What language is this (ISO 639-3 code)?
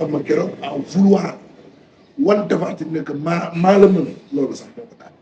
wol